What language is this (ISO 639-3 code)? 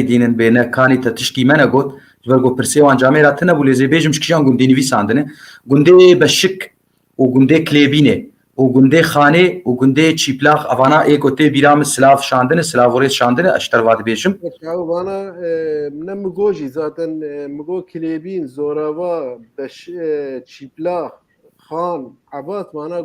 kur